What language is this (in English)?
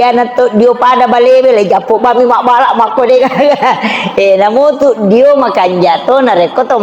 Buginese